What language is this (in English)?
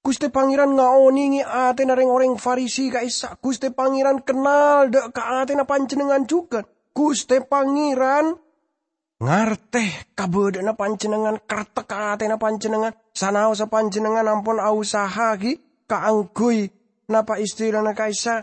Madurese